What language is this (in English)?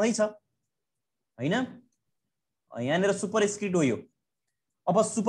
Nepali